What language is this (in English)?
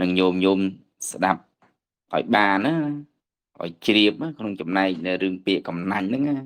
Khmer